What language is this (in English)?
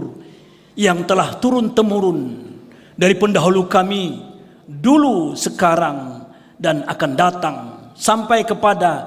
Banjar